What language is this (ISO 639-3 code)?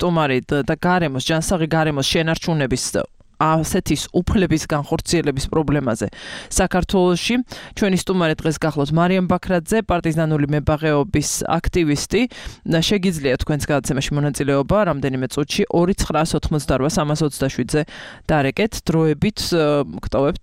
kat